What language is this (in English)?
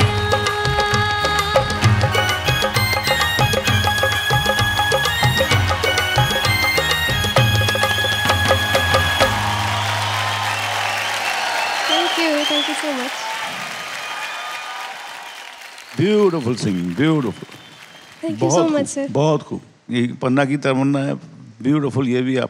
Hindi